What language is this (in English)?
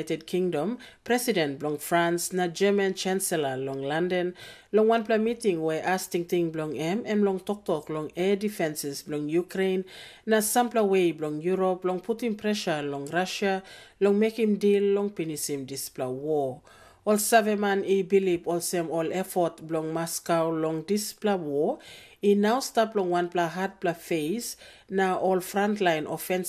Tok Pisin